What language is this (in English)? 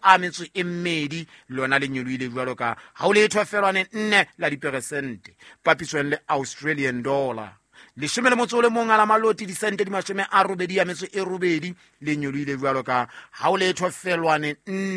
Southern Sotho